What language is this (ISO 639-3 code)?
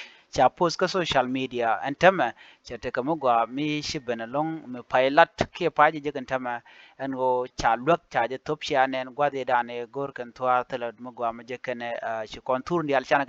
nus